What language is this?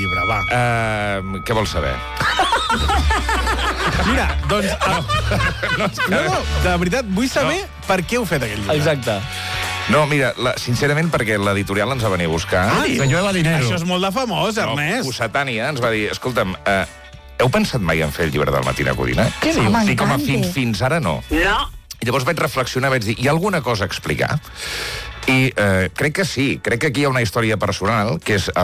Catalan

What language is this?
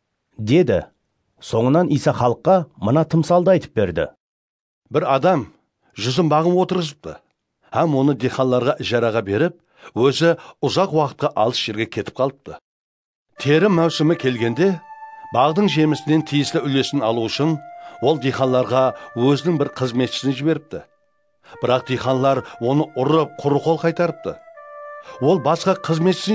Kara-Kalpak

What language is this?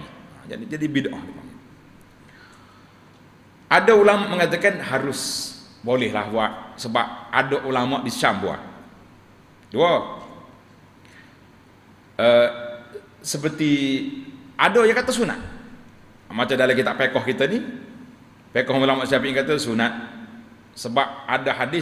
Malay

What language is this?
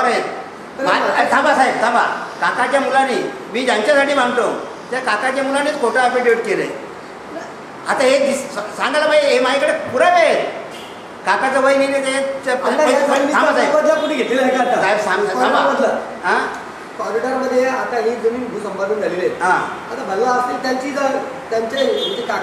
Marathi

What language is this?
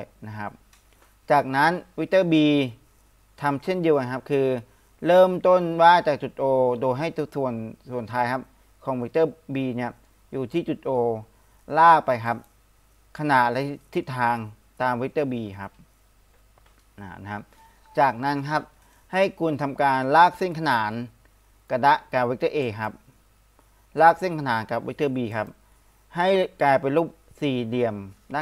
Thai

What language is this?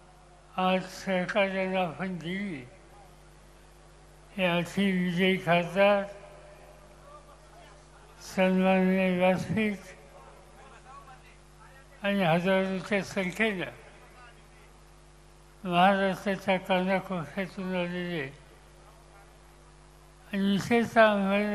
Marathi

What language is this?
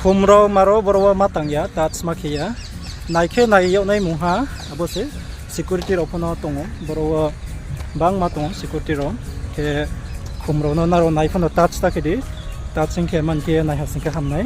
Riang (India)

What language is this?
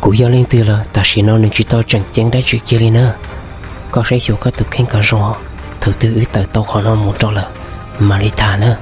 Hmong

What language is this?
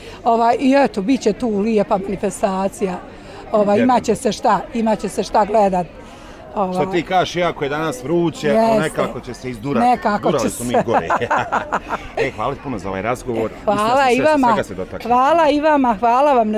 Bosnian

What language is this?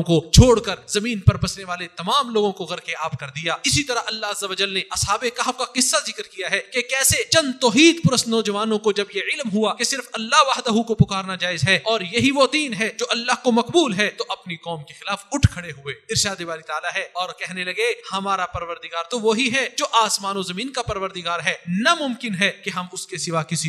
Urdu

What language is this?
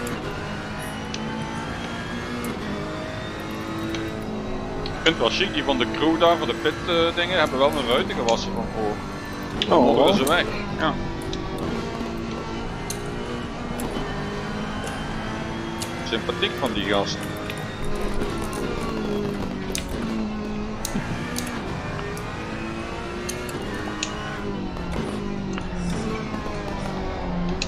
Dutch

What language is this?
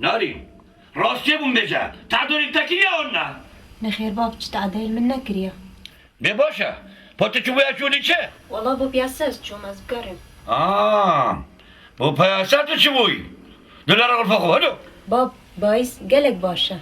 Kurdish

